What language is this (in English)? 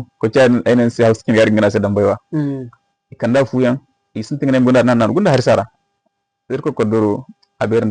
Zarma